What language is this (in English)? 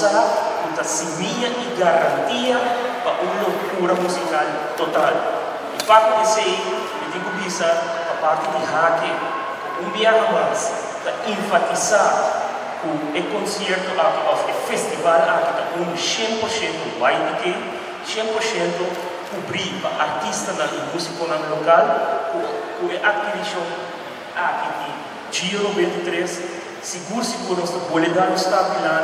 Papiamento